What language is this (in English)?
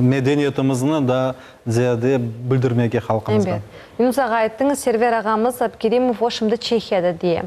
Crimean Tatar